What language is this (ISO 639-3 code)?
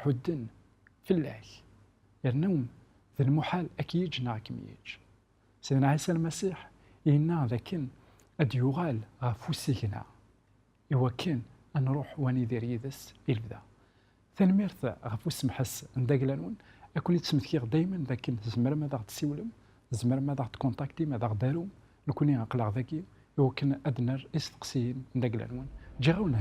kab